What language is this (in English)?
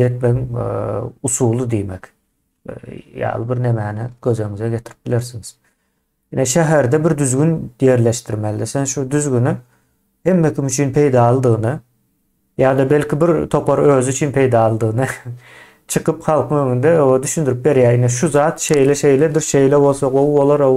Turkmen